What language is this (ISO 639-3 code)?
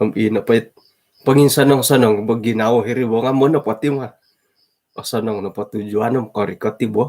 dtp